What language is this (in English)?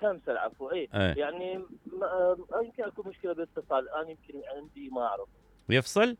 Mesopotamian Arabic